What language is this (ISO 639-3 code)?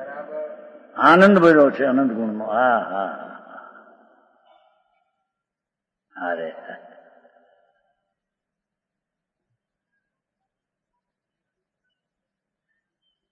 guj